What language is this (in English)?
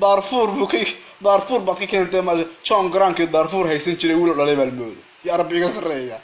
Somali